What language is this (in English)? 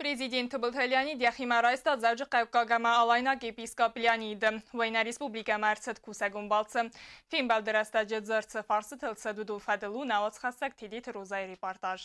Ossetic